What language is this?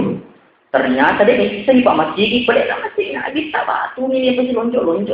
Buginese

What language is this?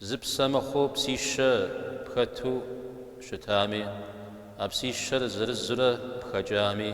Kabardian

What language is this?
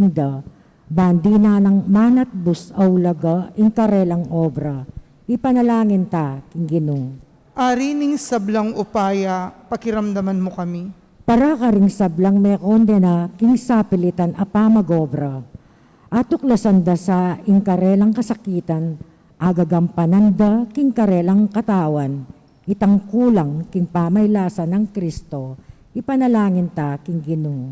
Pampanga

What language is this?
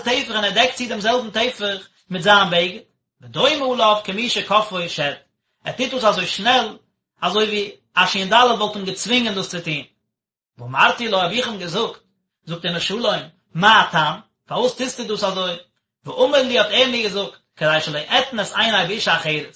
Yiddish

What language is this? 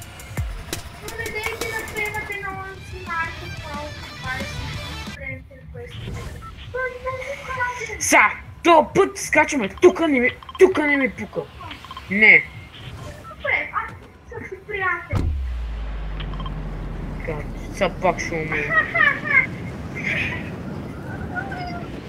Bulgarian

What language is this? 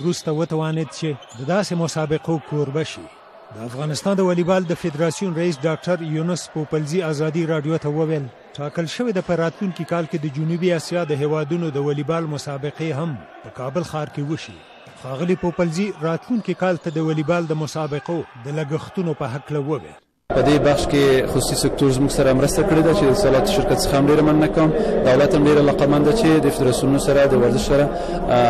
Persian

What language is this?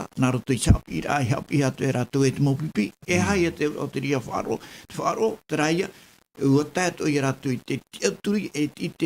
Tahitian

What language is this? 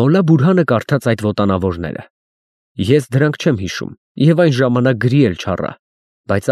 Armenian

